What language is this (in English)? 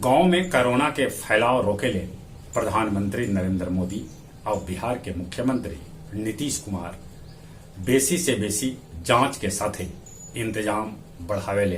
Magahi